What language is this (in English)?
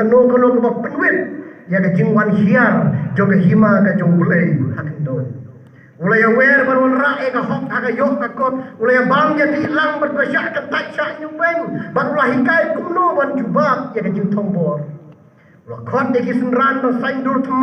Khasi